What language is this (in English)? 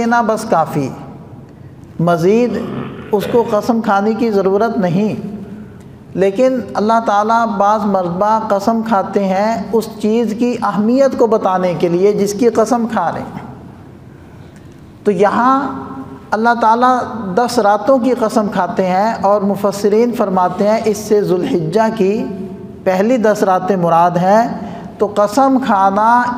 Urdu